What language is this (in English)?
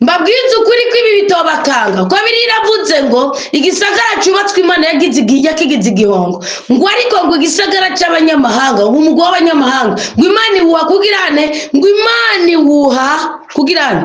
Rundi